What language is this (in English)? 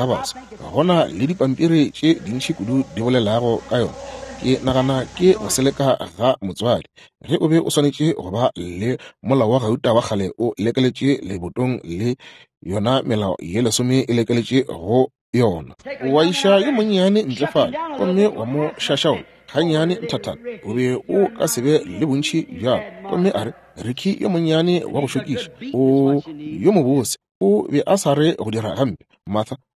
Northern Sotho